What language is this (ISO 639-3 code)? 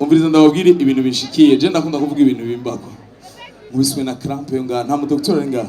run